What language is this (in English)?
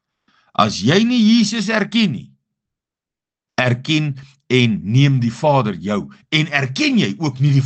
Afrikaans